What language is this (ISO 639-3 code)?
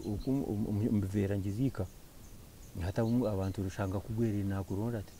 nyn